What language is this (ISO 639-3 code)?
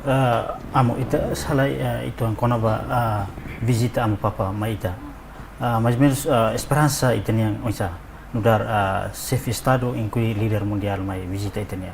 tet